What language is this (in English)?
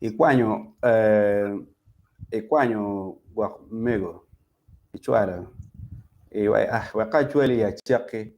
Acoli